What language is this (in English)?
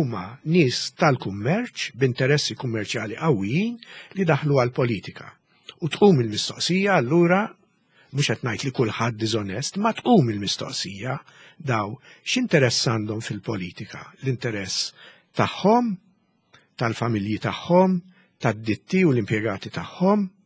Maltese